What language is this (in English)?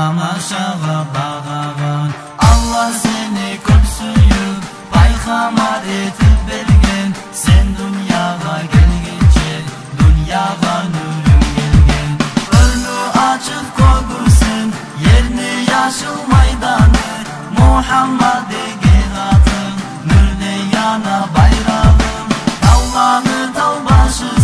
Kumyk